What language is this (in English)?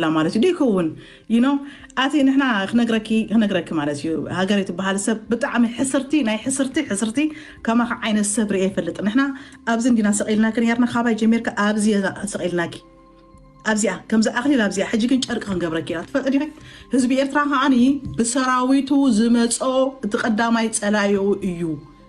Tigrinya